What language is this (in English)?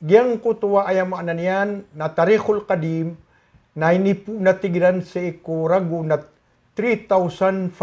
Maranao